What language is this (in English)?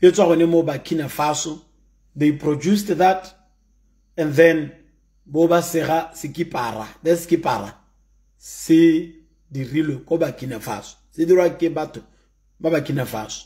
Tswana